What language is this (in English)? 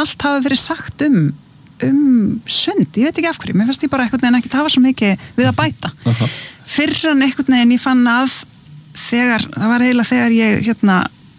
Icelandic